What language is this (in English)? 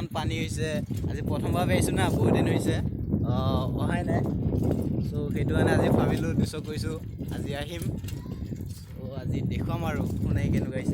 Assamese